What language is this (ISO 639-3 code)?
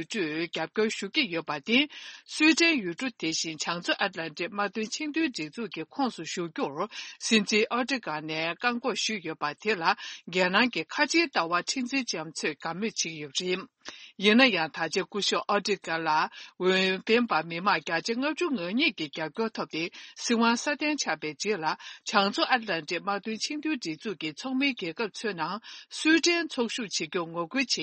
bod